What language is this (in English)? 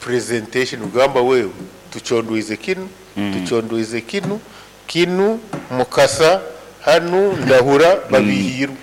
Nyoro